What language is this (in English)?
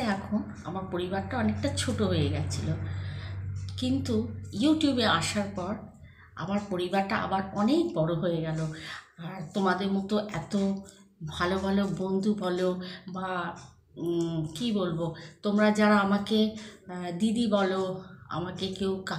Bangla